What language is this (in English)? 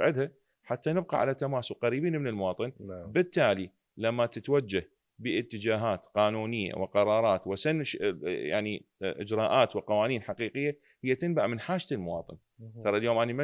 Mesopotamian Arabic